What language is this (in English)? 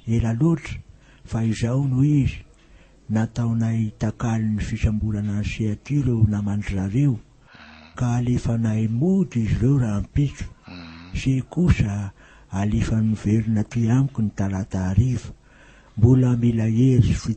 Malagasy